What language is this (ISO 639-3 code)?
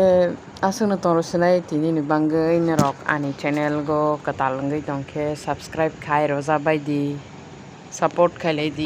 trp